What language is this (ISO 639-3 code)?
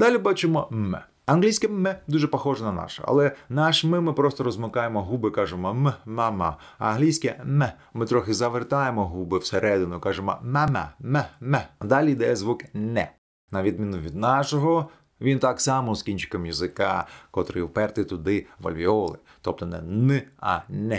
ukr